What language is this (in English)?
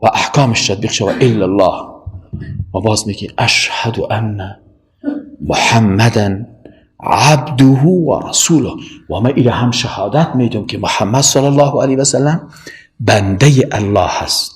Persian